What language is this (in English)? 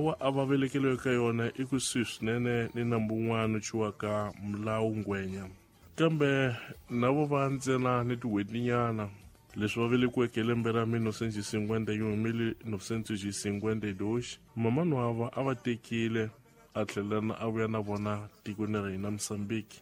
Tsonga